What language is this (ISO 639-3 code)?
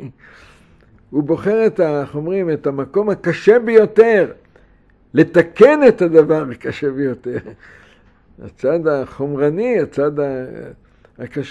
heb